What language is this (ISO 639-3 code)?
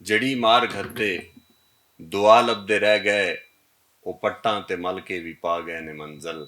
lah